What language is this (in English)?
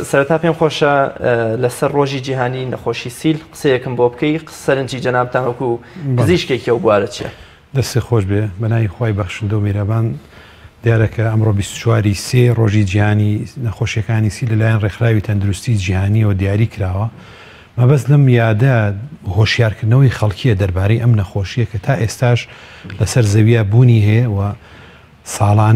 Central Kurdish